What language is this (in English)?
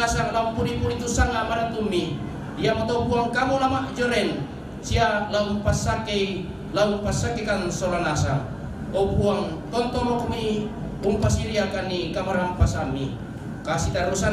Toraja-Sa'dan